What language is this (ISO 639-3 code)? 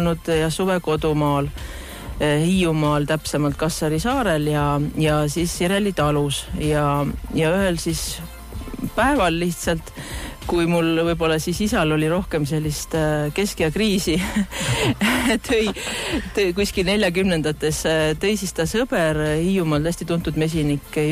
est